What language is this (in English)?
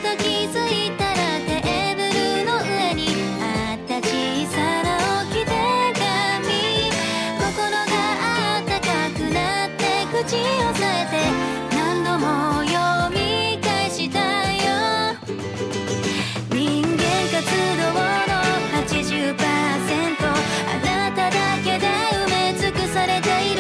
Japanese